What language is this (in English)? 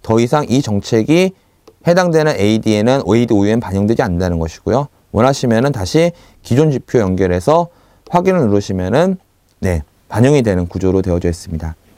Korean